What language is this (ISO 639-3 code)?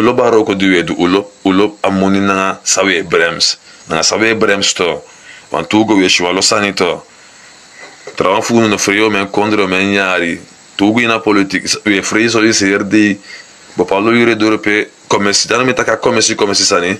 srn